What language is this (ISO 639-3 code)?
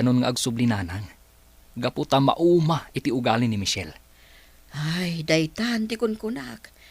ilo